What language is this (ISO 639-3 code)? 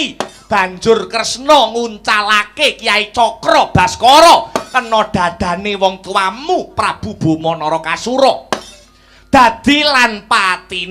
jav